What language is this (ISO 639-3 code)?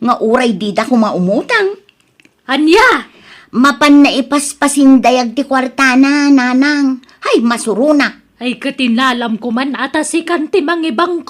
ilo